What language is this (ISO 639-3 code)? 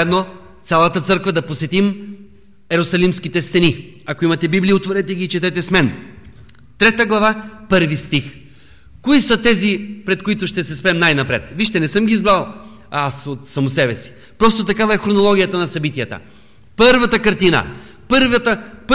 bul